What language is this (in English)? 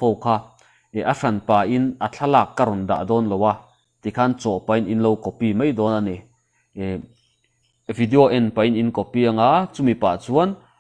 Mizo